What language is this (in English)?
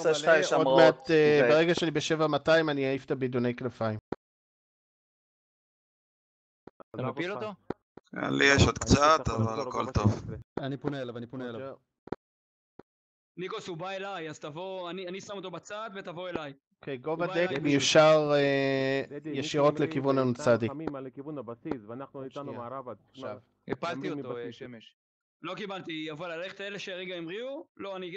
Hebrew